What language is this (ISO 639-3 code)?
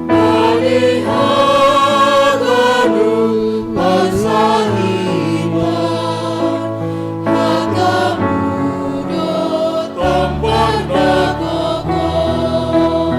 bts